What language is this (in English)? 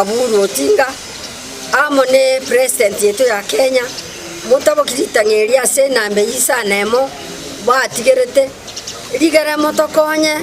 Gusii